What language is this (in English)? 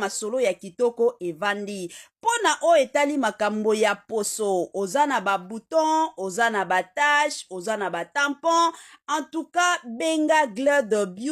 Lingala